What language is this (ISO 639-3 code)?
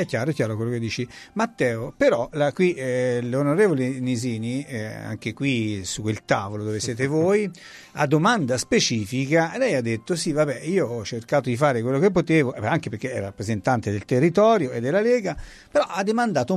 ita